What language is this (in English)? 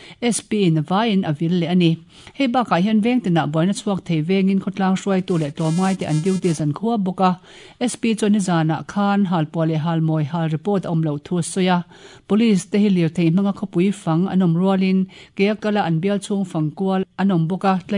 Mizo